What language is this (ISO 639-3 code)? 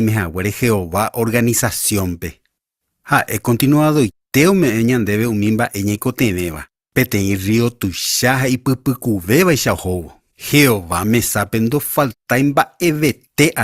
grn